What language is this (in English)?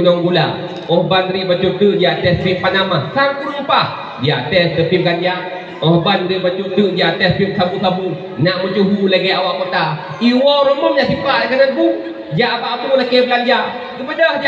Achinese